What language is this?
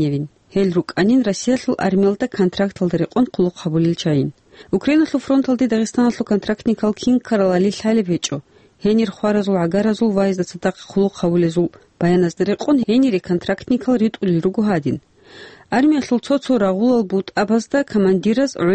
Avaric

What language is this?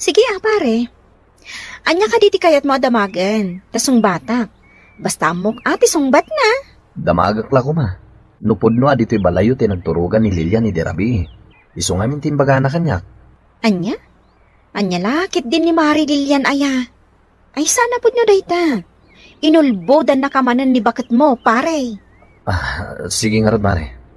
Iloko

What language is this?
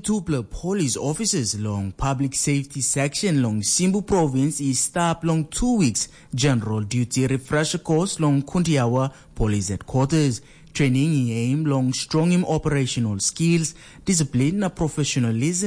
Tok Pisin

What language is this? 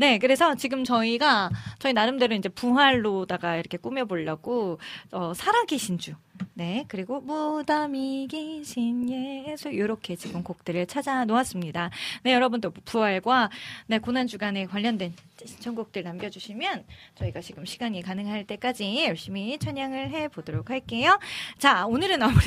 Korean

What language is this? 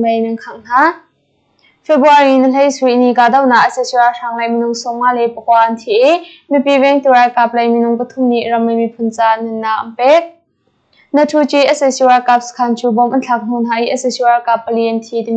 Hakha Chin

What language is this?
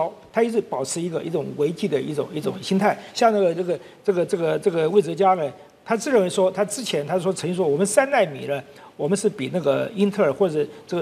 Chinese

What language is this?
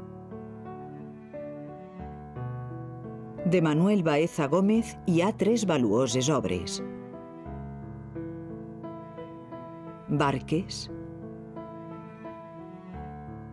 Catalan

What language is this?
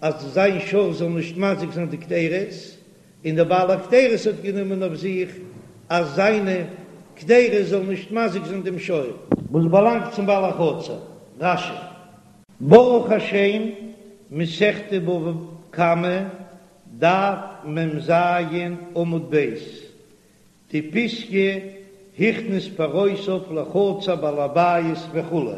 Yiddish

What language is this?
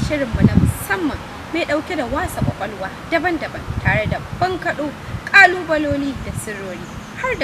Hausa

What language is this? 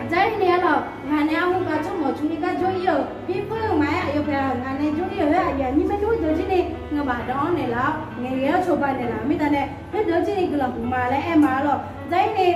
Akha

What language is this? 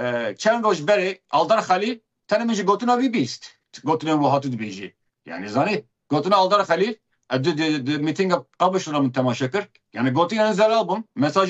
Kurdish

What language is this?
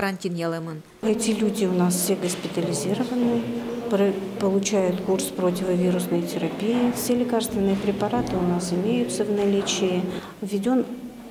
Udmurt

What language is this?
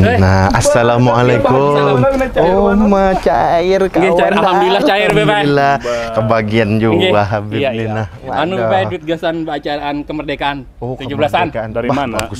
Banjar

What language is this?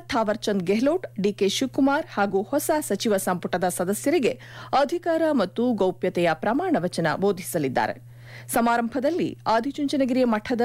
Kannada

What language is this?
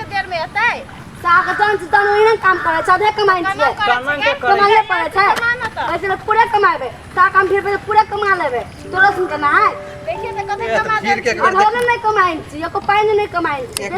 Maithili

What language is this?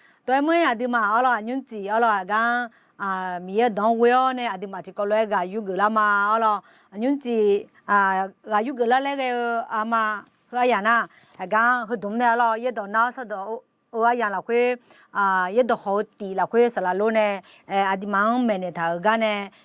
Akha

